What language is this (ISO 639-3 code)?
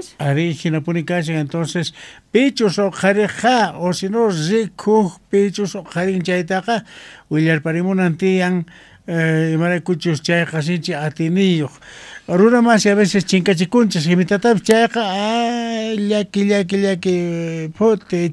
quh